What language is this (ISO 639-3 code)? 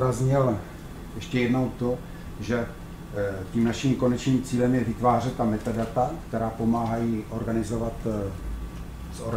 ces